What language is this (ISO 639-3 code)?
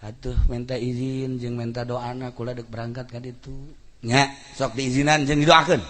sun